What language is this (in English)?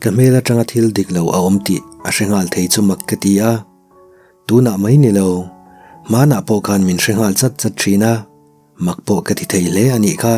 Mizo